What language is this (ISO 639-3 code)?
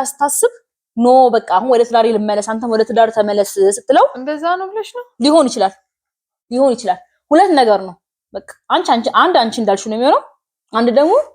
amh